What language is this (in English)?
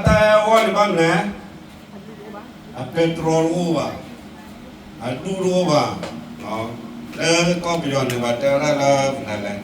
S'gaw Karen